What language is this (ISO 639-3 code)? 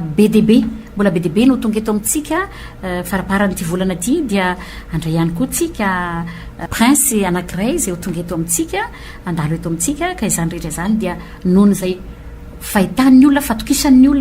mlg